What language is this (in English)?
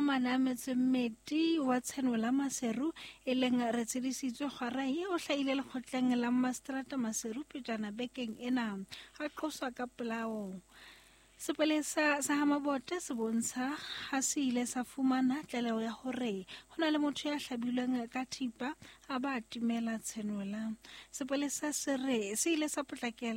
Southern Sotho